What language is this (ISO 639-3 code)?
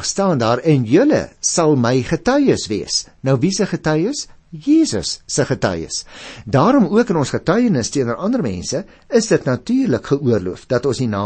afr